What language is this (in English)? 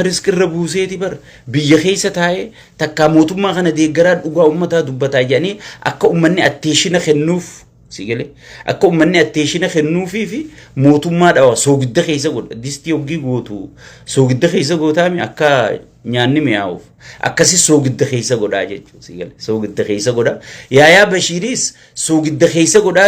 Oromo